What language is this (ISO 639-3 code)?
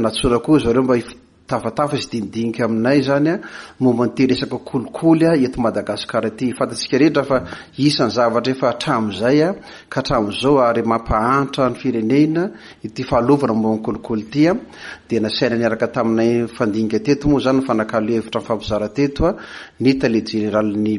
mlg